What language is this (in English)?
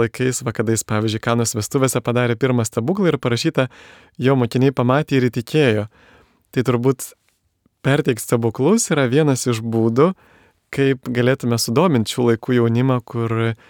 Lithuanian